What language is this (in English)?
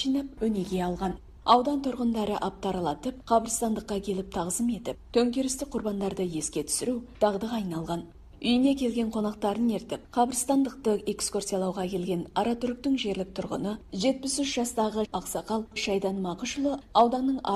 Kazakh